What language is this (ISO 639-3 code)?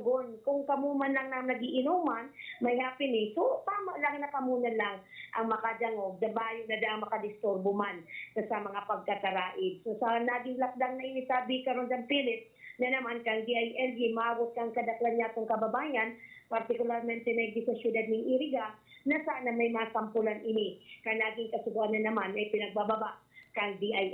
bik